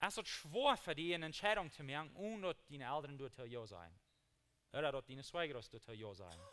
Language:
Plautdietsch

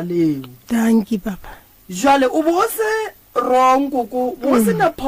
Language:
Northern Sotho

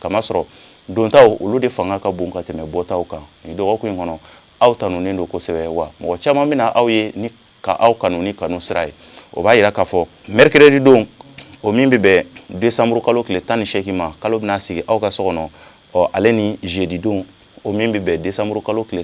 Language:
Bambara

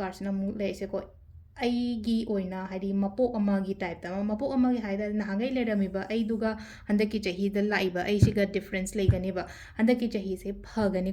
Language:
Manipuri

